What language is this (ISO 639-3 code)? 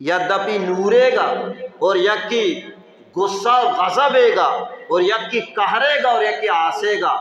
bal